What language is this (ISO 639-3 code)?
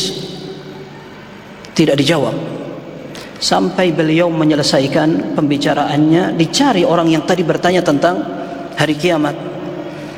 ind